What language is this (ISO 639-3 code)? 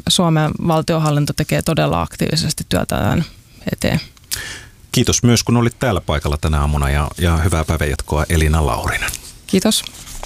fin